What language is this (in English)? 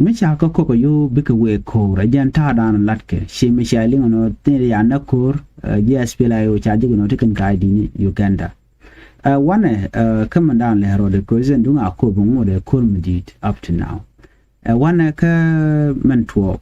Nuer